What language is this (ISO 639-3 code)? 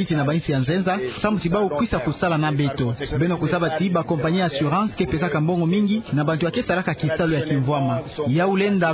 ktu